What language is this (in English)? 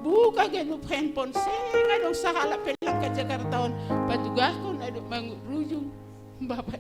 Batak Simalungun